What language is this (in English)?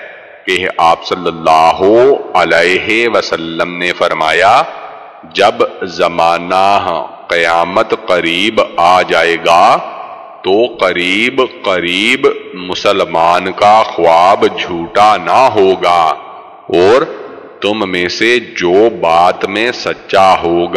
Urdu